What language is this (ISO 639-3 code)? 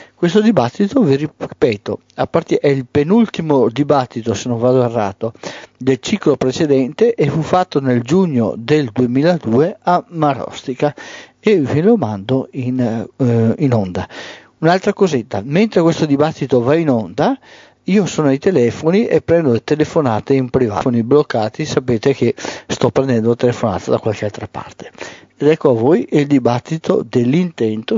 ita